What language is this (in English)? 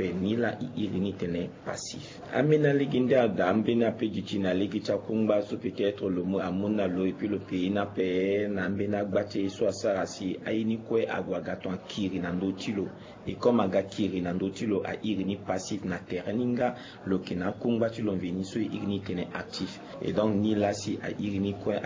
Sango